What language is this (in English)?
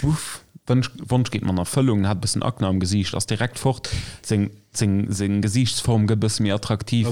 Luxembourgish